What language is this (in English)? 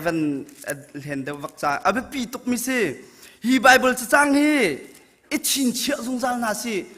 Hakha Chin